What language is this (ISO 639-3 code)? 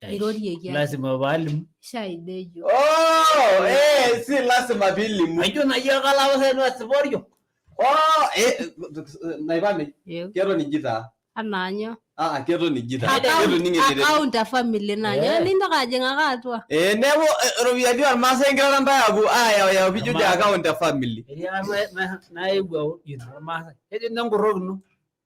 mas